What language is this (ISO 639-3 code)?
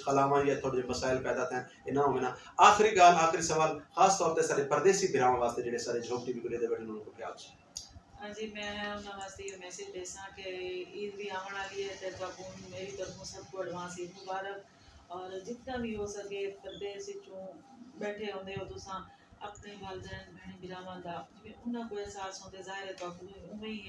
skr